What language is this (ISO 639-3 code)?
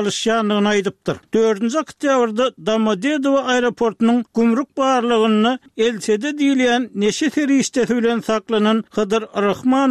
tuk